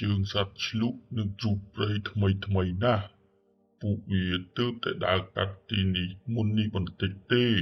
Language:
Khmer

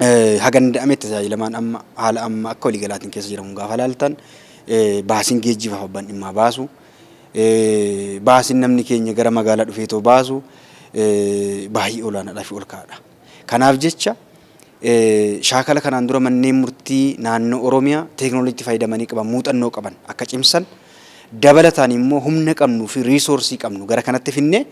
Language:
Oromo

